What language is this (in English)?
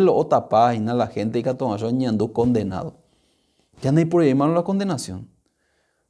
Guarani